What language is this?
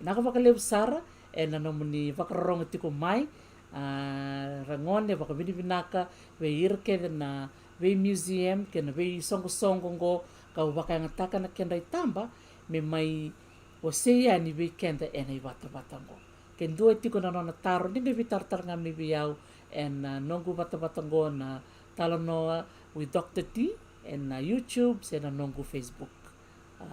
Fijian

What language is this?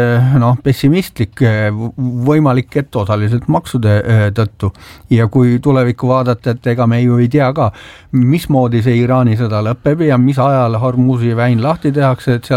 Estonian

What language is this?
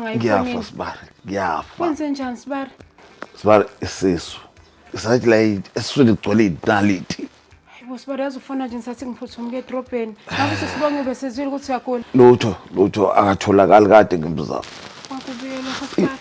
Zulu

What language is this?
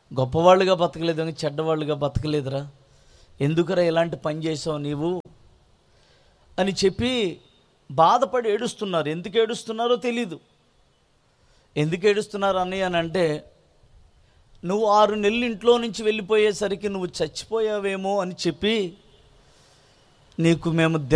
Telugu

